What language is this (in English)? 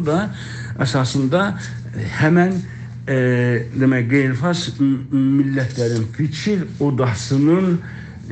South Azerbaijani